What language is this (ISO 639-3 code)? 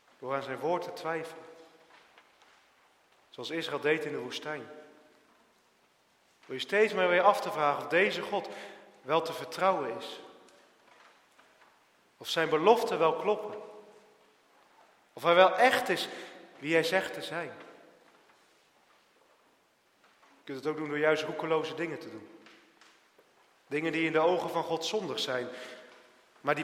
nld